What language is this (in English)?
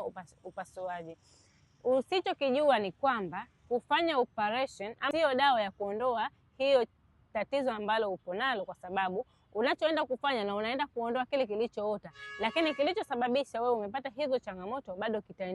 Swahili